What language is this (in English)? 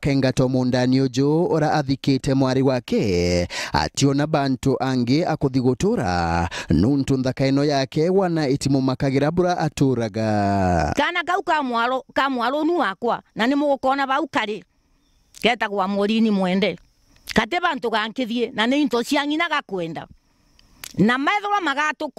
Meru